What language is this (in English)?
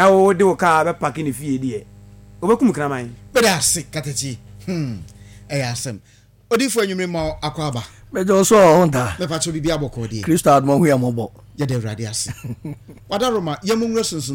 Akan